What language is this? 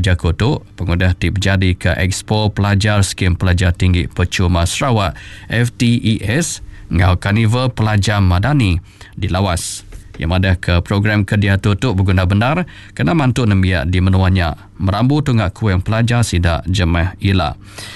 Iban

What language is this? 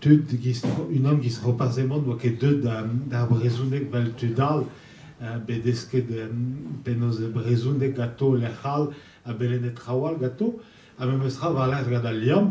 Breton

